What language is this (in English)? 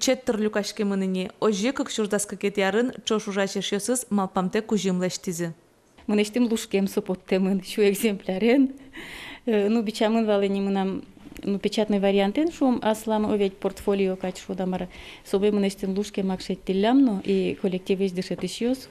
Udmurt